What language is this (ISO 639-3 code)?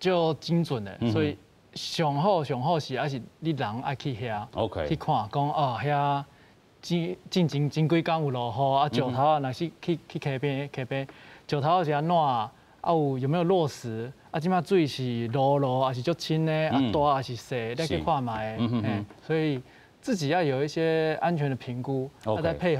nan